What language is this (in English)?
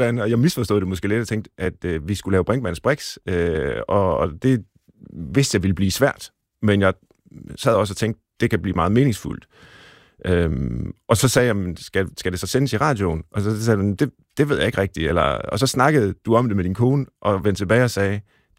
Danish